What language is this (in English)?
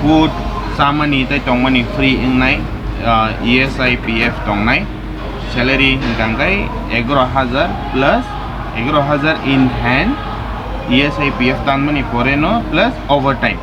Kok Borok